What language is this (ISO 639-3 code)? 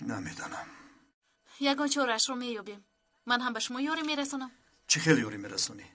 tgk